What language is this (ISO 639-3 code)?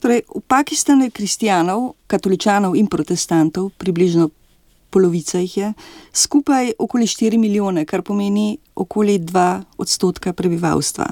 slv